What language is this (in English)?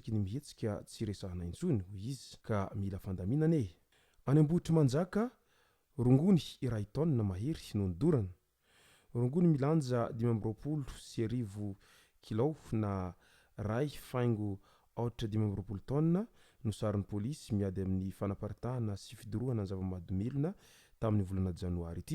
Malagasy